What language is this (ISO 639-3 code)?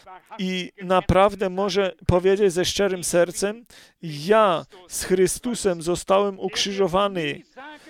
pol